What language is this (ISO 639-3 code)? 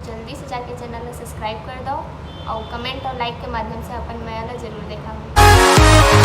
hne